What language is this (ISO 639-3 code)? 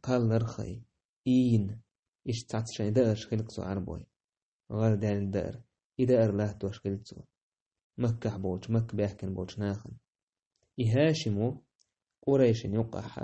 che